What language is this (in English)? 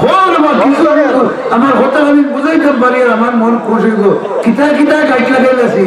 Sylheti